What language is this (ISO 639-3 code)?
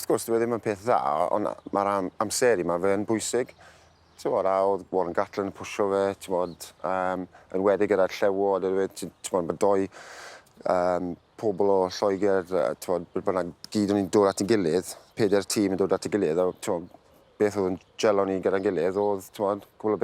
cym